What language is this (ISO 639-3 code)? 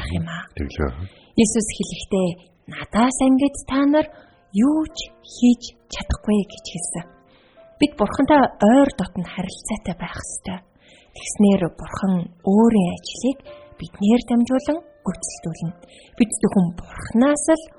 mon